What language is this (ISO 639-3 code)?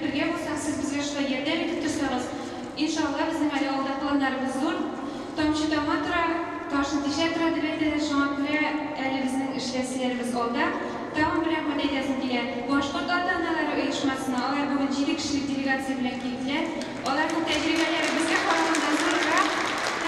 tat